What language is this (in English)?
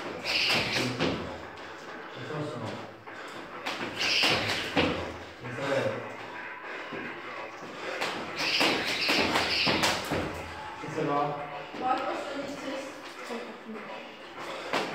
Czech